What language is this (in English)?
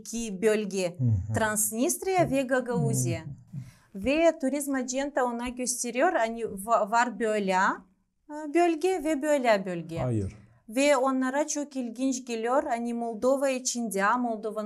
Gagauz